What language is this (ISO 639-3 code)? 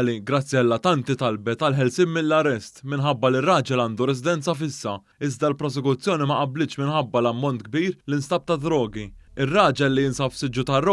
mlt